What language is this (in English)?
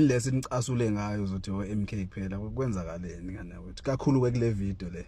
Zulu